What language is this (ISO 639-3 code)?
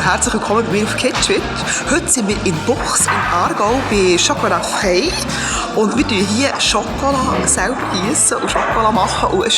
gsw